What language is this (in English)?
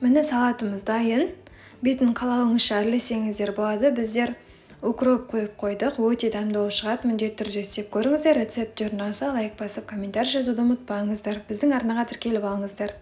Kazakh